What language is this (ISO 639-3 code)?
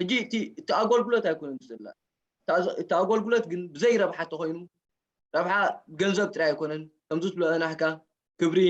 tir